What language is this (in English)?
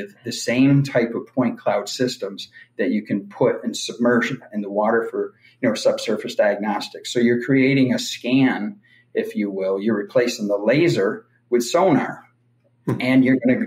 English